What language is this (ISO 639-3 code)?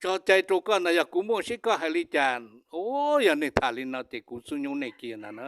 hmn